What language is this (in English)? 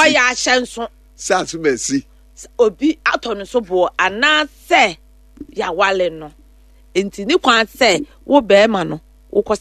Akan